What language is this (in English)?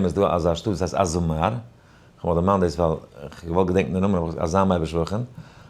Yiddish